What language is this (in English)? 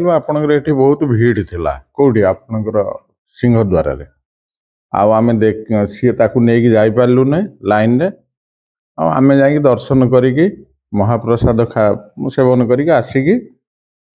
Odia